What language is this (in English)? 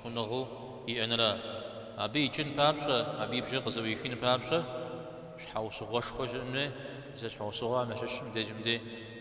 Kabardian